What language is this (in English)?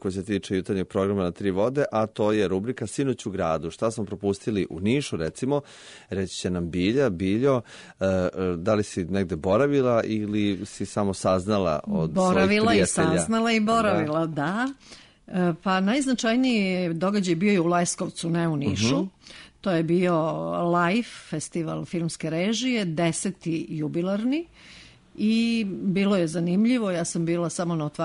Serbian